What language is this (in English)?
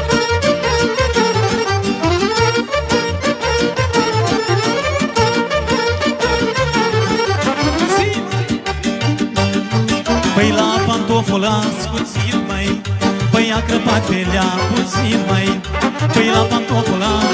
Romanian